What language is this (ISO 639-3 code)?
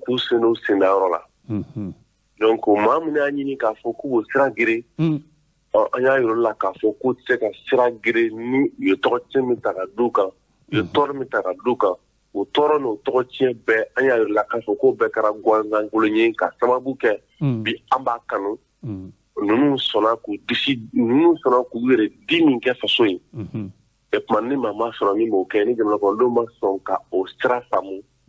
bam